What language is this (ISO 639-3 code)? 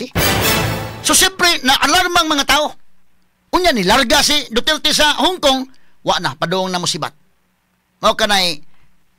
ceb